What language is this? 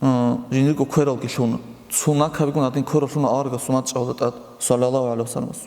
Avaric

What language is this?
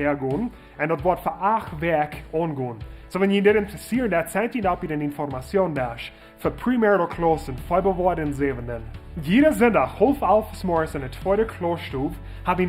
Plautdietsch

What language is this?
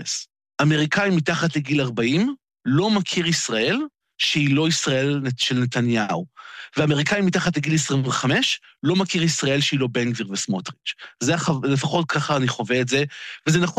Hebrew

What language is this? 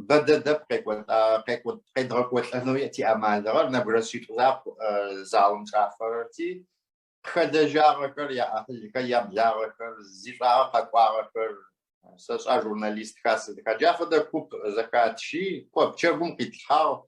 Adyghe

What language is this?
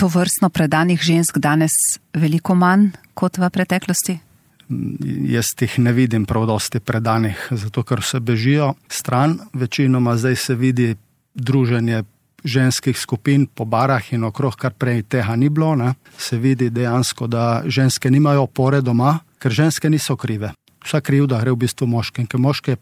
Slovenian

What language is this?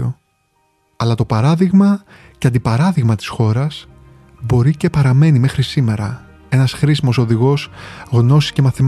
Greek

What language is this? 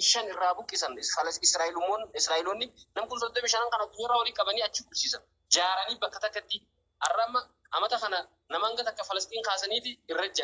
Oromo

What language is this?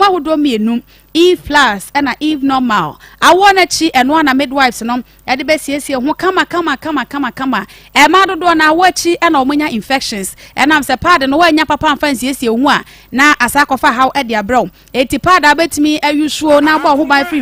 Akan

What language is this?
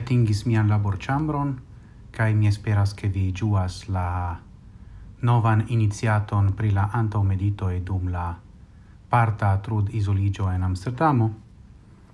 Esperanto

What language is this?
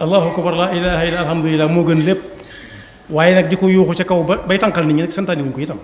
Wolof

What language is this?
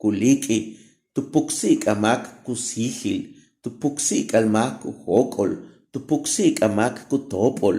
Yucateco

